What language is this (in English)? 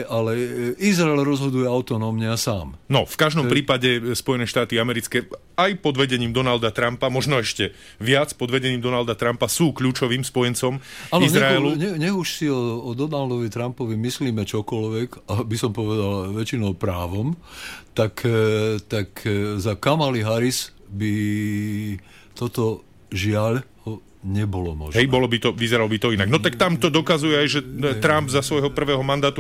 Slovak